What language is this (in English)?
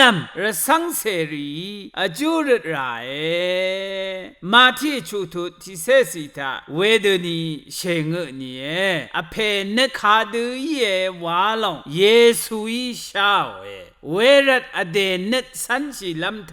Rawang